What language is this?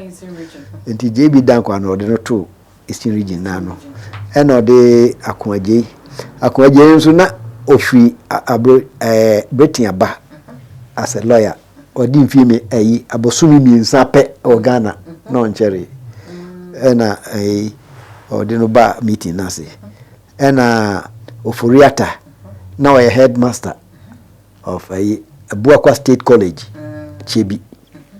Akan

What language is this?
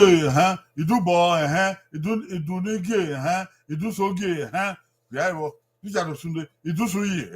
Bini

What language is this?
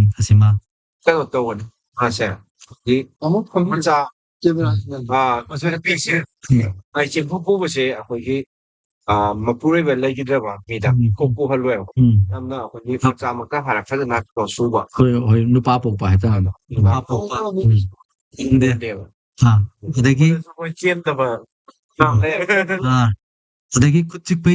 Manipuri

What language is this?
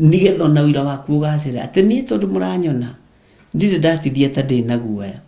Kikuyu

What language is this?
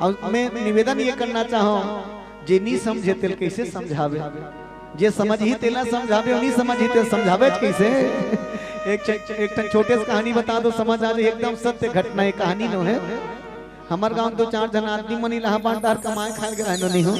Chhattisgarhi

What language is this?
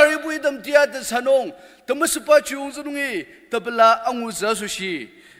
Ao Naga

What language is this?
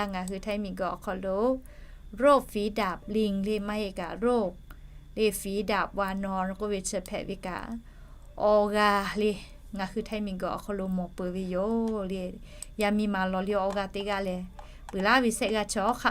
Lahu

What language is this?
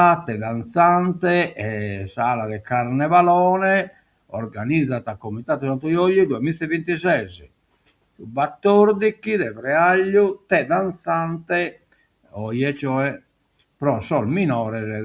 Sardinian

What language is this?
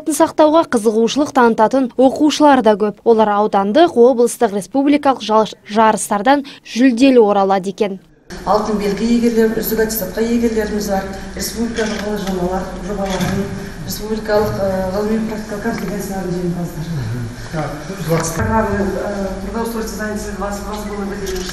Kazakh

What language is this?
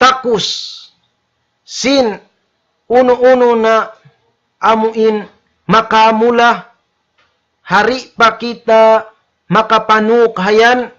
Tausug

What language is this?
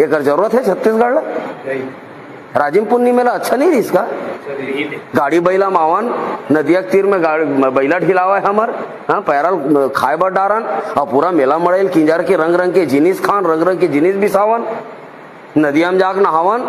Chhattisgarhi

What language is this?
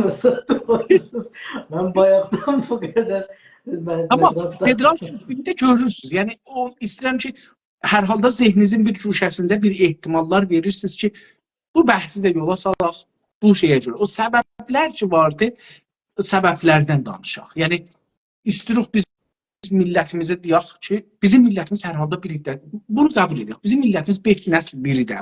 South Azerbaijani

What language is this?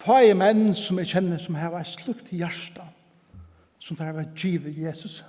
Faroese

